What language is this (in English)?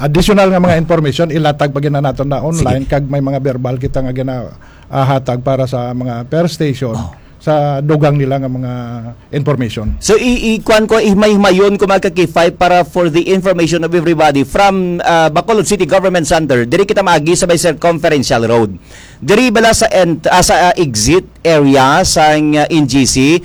Hiligaynon